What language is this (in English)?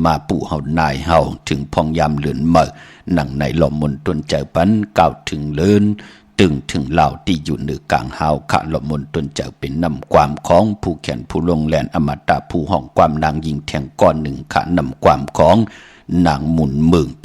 Shan